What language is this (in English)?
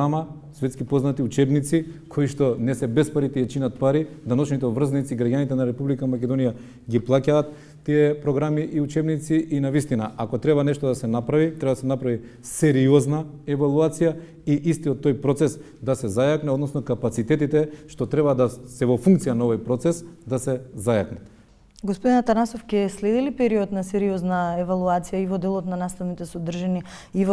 Macedonian